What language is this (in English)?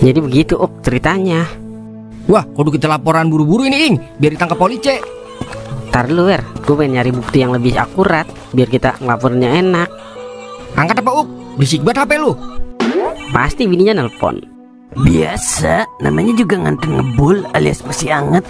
Betawi